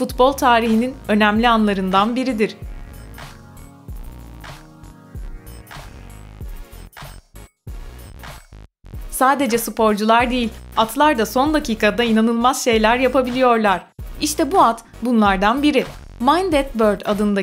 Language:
Turkish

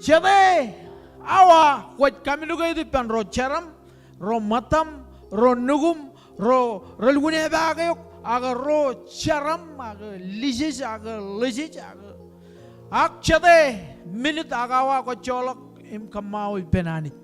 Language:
Marshallese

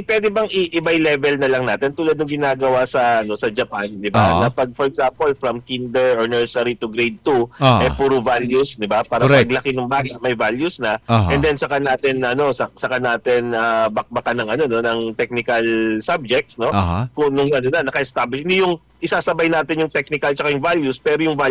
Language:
Filipino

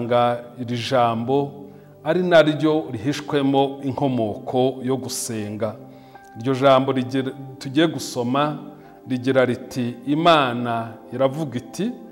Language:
Kinyarwanda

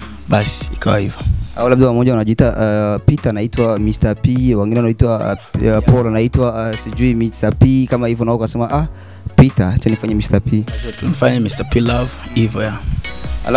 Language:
Swahili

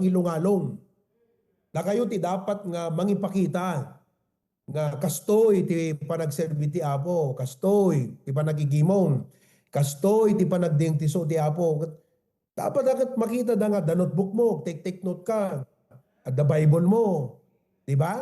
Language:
Iloko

